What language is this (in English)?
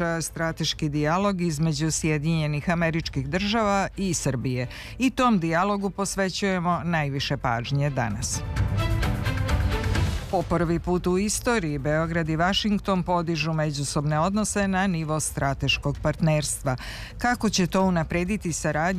Serbian